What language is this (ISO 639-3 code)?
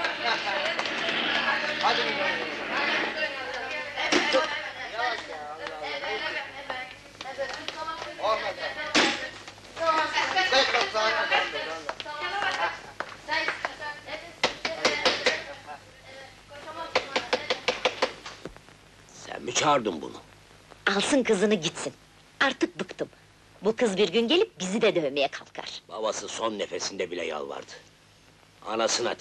tur